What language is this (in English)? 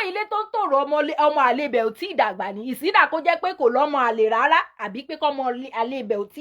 Yoruba